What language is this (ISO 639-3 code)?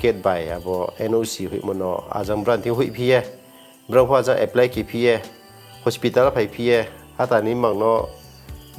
ria